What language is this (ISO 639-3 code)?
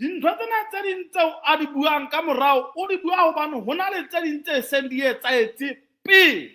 sot